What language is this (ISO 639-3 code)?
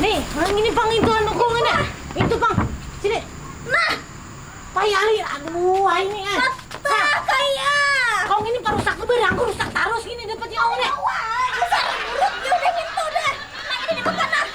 bjn